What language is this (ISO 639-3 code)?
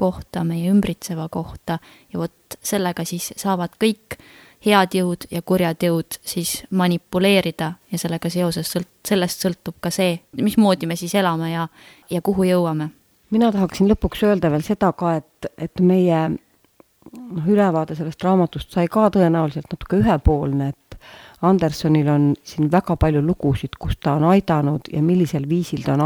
est